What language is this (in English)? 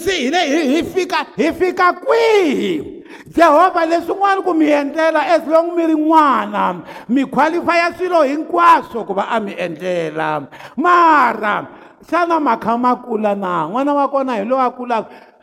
Tsonga